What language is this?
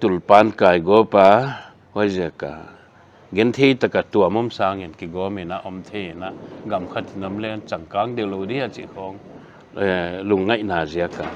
Paite Chin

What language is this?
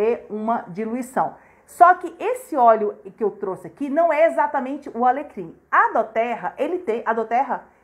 Portuguese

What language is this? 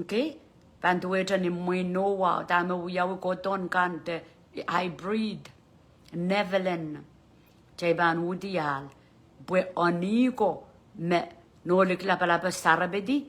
Pohnpeian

